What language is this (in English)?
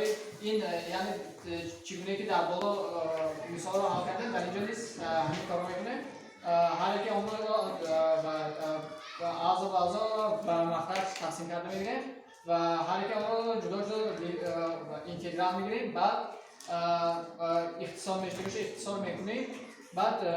Tajik